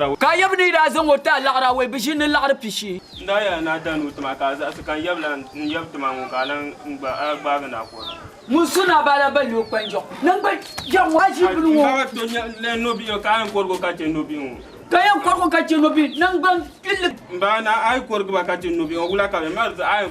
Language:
Dagbani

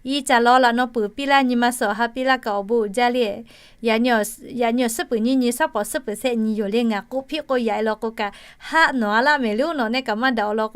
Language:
Lahu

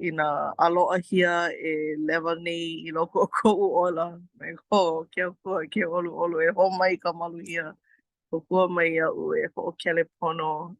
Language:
Hawaiian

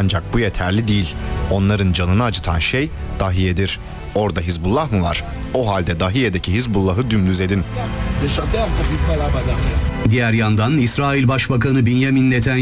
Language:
Turkish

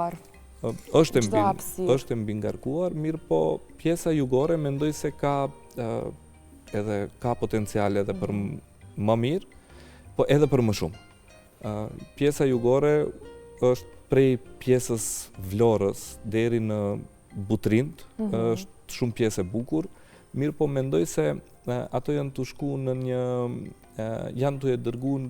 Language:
Albanian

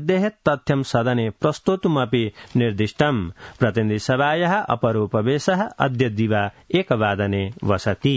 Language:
Sanskrit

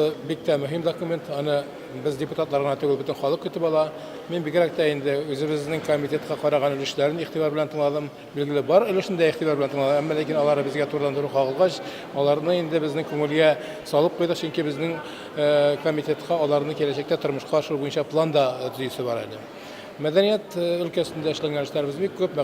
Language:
Tatar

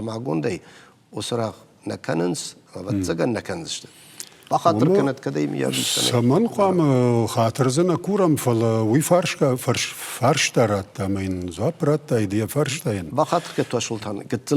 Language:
Ossetic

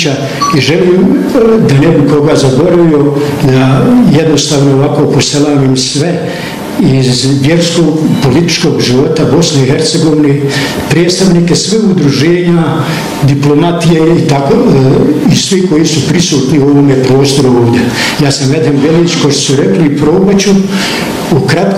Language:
Bosnian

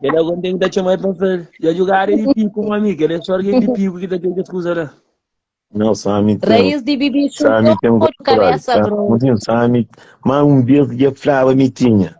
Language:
Kabuverdianu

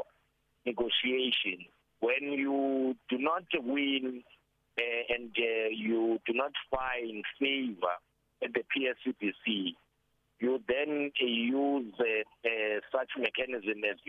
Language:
English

